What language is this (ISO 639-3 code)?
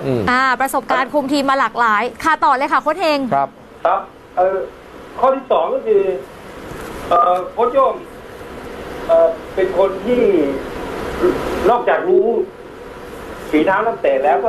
tha